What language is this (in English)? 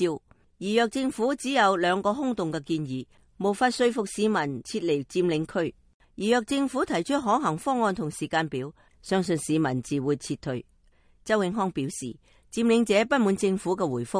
Cantonese